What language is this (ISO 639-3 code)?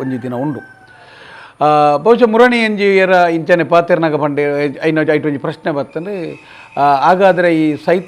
tcy